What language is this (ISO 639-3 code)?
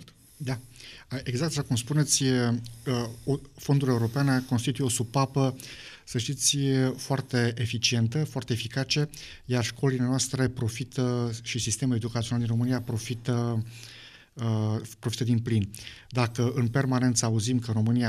ron